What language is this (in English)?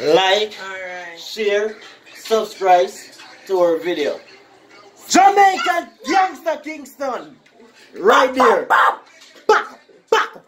Jamaican Creole English